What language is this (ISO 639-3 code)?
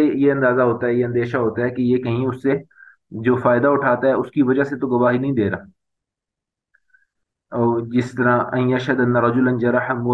urd